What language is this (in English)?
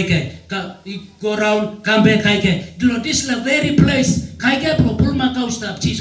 Tok Pisin